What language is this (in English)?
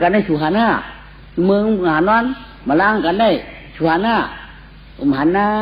Shan